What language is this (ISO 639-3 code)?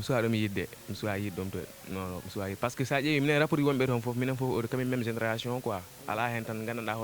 ful